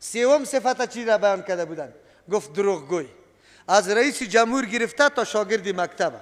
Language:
Persian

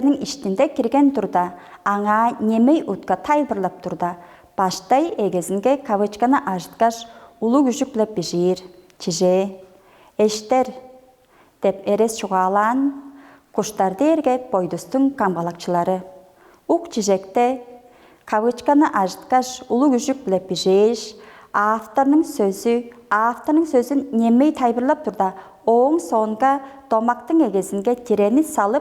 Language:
Tuvinian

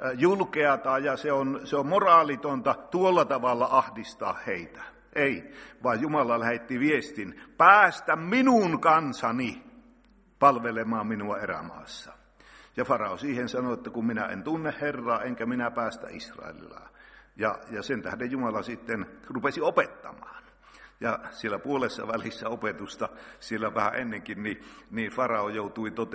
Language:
Finnish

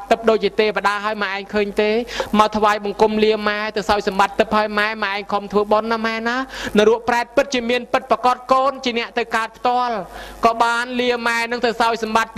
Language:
Khmer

